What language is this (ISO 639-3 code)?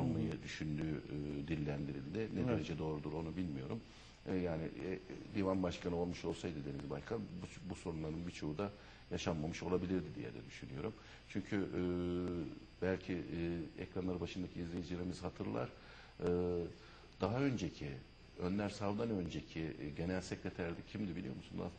tur